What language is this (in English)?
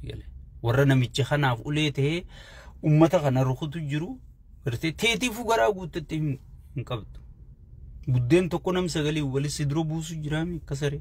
Oromo